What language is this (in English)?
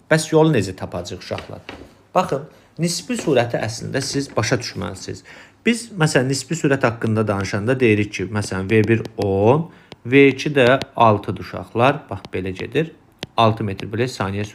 Azerbaijani